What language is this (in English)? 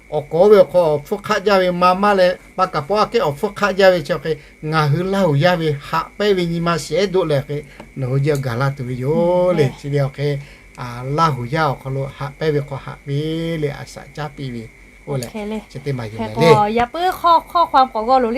Lahu